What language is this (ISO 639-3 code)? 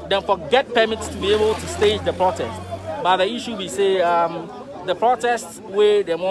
pcm